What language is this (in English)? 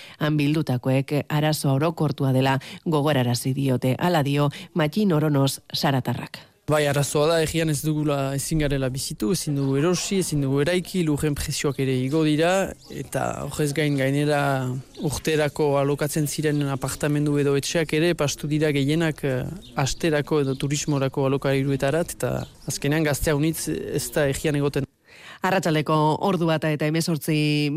Basque